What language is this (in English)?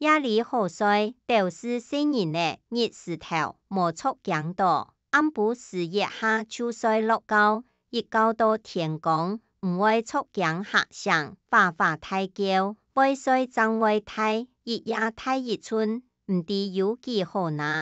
Hakka Chinese